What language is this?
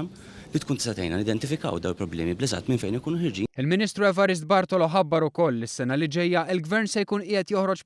Maltese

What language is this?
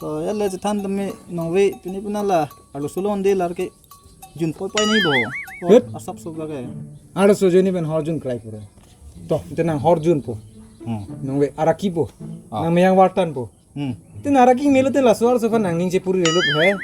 Karbi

